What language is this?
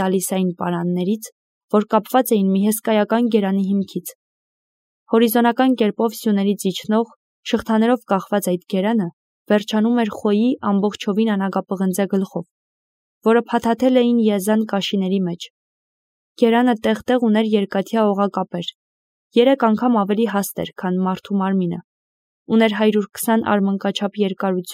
Armenian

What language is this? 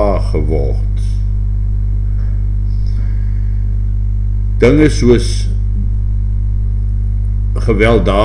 Afrikaans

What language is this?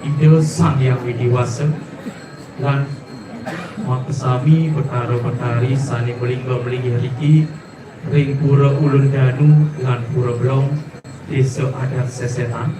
Balinese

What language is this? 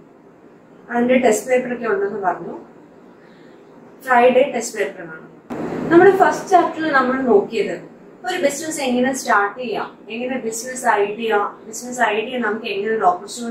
Malayalam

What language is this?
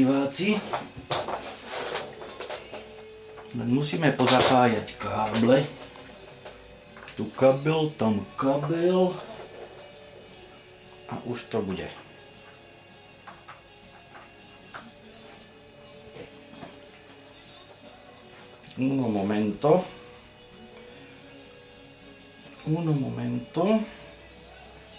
Slovak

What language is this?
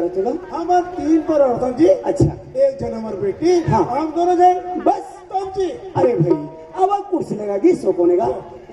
Chhattisgarhi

